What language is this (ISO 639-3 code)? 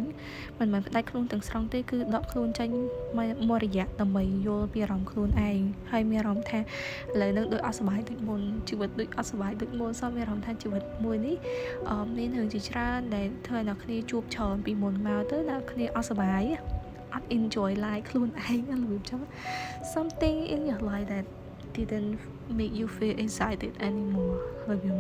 khm